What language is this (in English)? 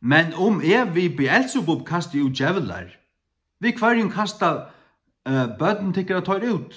Faroese